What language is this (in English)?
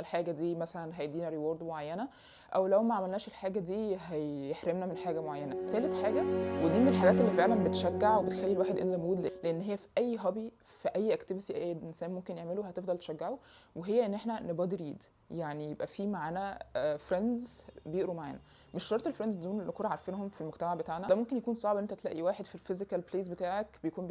Egyptian Arabic